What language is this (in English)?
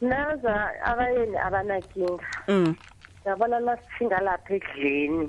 South Ndebele